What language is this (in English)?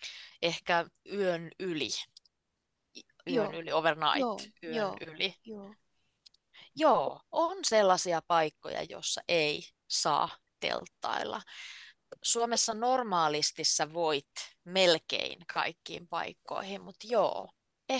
Finnish